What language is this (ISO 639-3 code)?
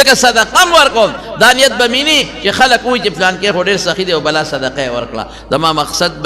pus